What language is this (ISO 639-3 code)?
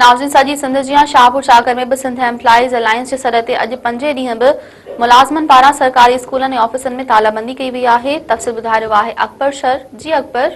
snd